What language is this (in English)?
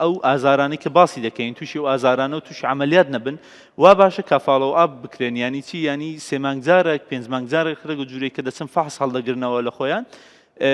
Central Kurdish